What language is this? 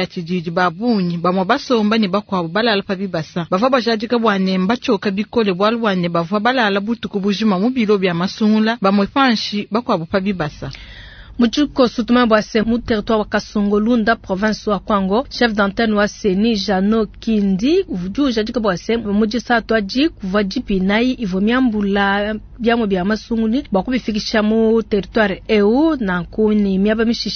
Luba-Lulua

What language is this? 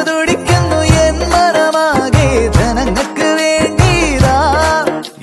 Malayalam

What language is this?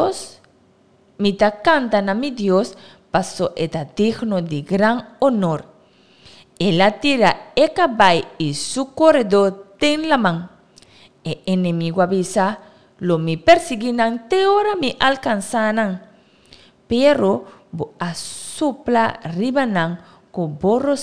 Papiamento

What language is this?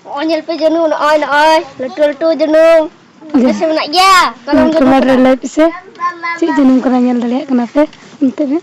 Santali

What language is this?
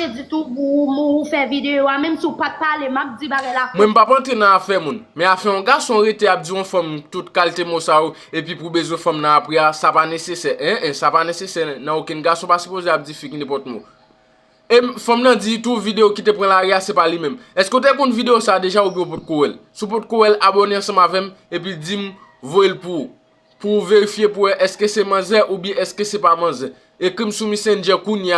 Haitian Creole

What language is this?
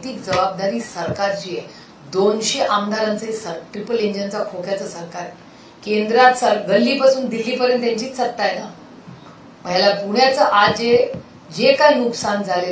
Marathi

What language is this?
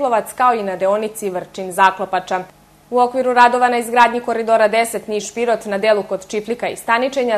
Serbian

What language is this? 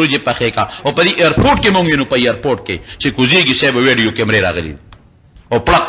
Pashto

